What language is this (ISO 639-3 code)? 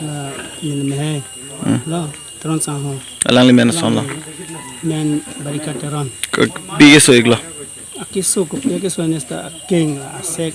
mjw